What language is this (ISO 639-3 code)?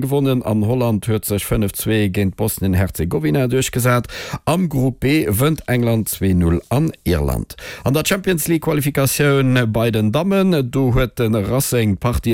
ltz